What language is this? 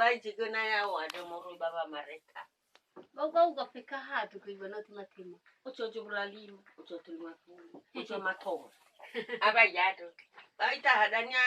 Nias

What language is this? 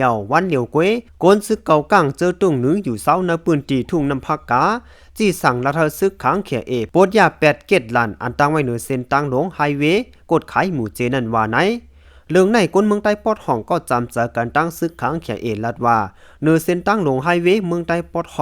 Lao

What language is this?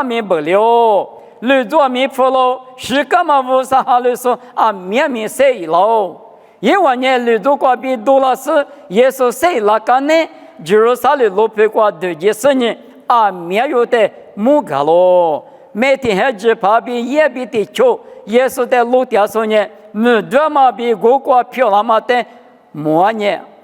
Lisu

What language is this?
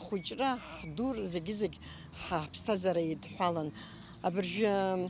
Abkhazian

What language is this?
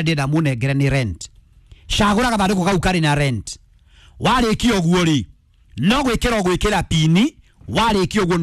Kikuyu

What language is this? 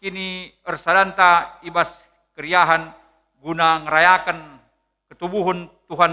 Batak Karo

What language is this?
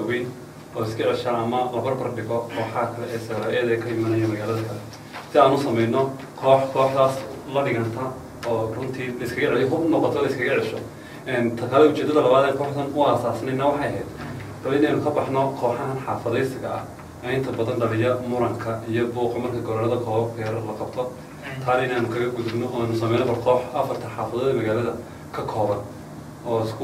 Somali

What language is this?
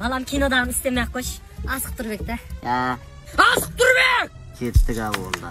Kara-Kalpak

